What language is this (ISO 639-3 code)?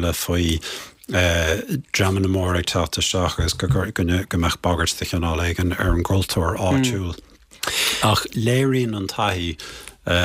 gle